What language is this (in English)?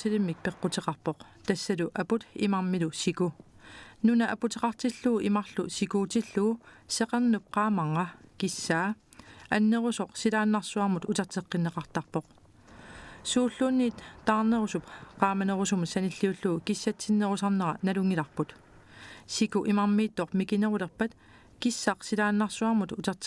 Kalaallisut